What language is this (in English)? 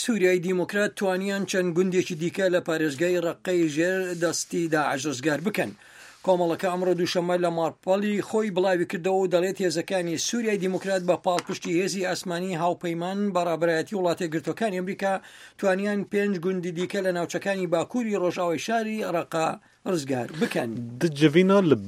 Central Kurdish